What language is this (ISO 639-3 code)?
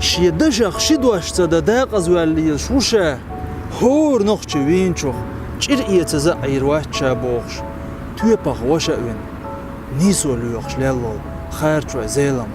che